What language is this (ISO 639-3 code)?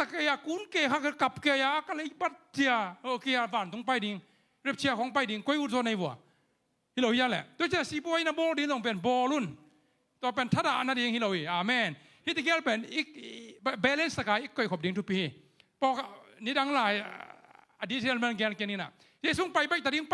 ctd